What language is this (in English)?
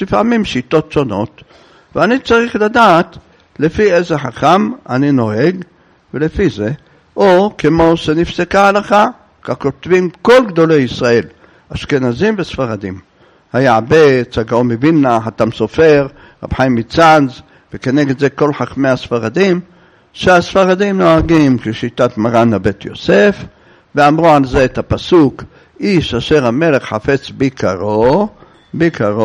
Hebrew